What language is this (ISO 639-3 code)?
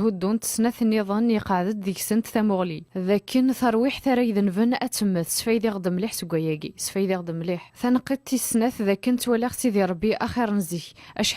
kab